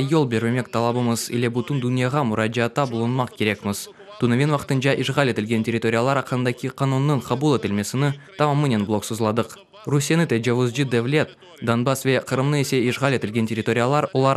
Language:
Crimean Tatar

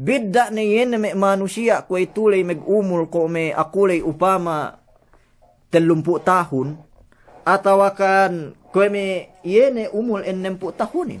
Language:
Yakan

